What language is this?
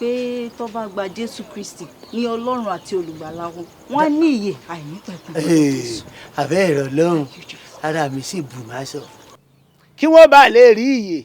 Yoruba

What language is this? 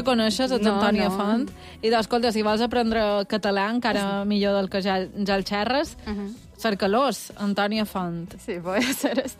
Catalan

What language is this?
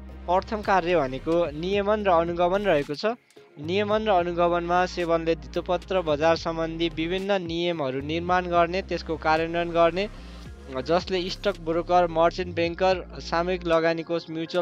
Nepali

